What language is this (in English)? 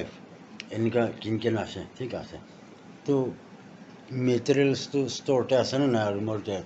Naga Pidgin